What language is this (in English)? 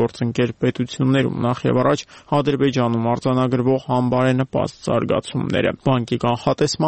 Armenian